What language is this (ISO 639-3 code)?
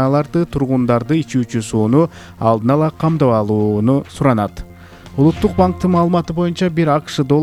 kir